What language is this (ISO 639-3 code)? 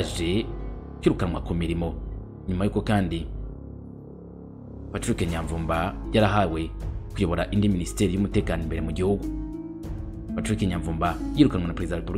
kin